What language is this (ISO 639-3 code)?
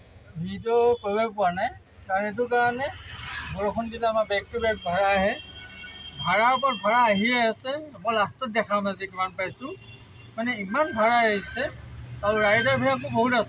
asm